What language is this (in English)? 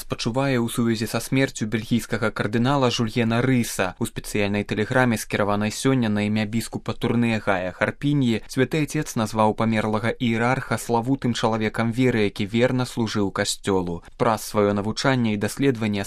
Belarusian